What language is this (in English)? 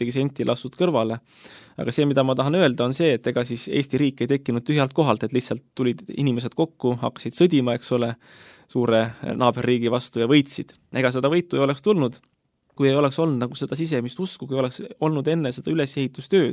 Estonian